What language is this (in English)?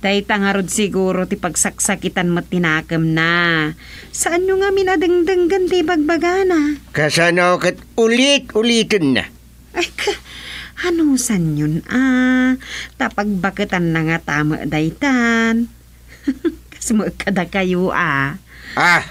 Iloko